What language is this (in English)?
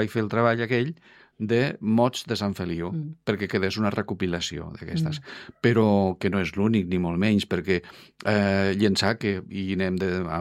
Catalan